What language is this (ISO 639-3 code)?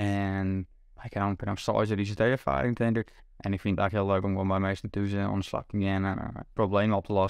fry